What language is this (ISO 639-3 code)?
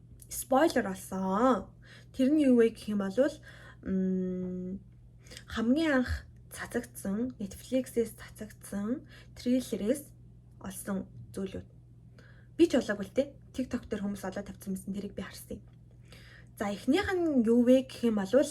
mon